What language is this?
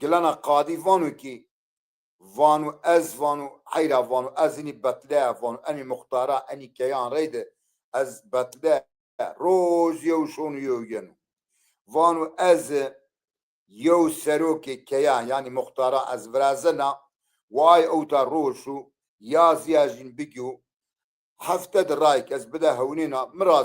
Zaza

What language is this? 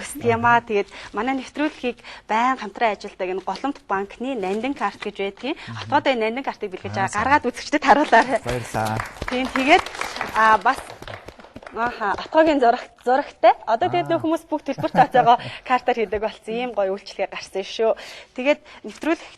Mongolian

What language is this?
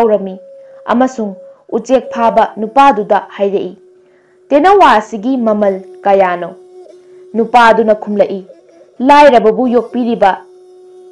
Manipuri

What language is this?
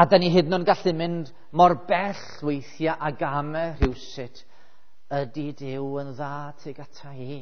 Welsh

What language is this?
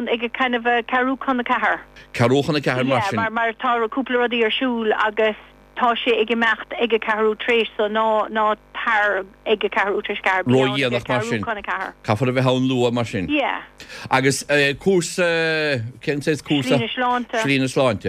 Irish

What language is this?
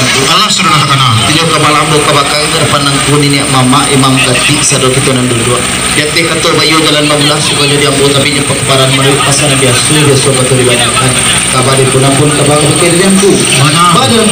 Minangkabau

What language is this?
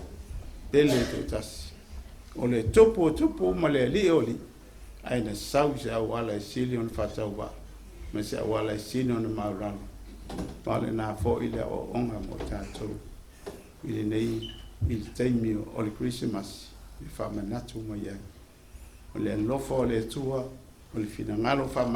Samoan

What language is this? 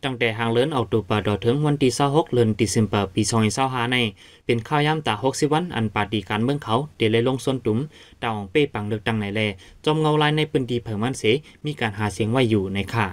Shan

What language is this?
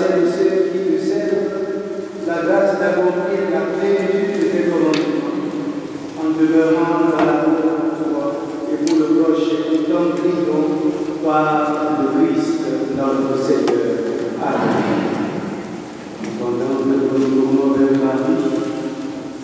French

